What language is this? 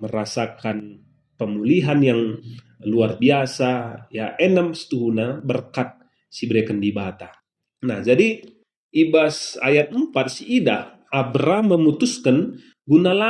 Batak Karo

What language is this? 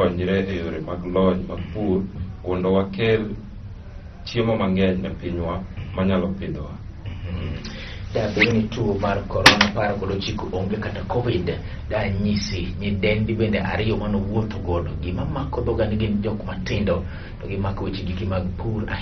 Luo (Kenya and Tanzania)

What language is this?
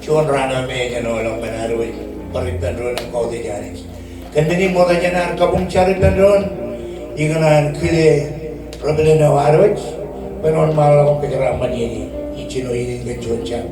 Marshallese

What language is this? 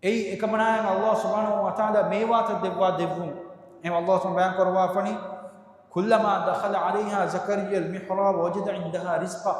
Divehi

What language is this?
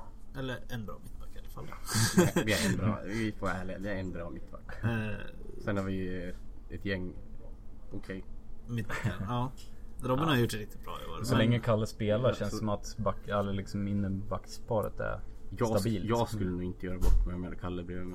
Swedish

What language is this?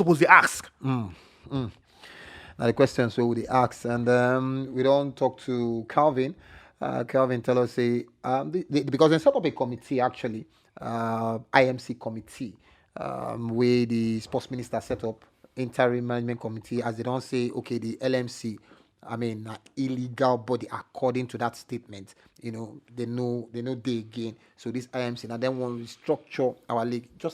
Nigerian Pidgin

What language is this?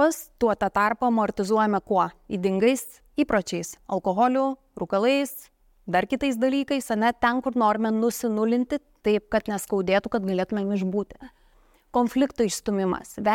Lithuanian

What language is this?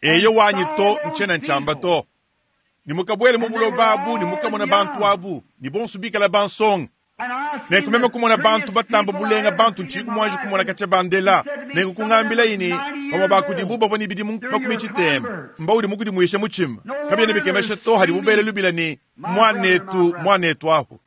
Luba-Lulua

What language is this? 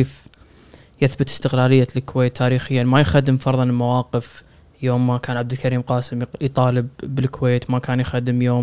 Gulf Arabic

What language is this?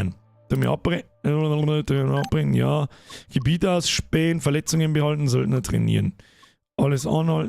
Bavarian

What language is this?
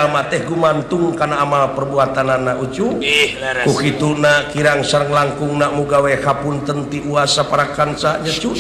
Sundanese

